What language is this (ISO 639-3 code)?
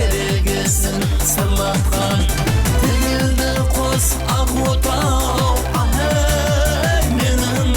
kaa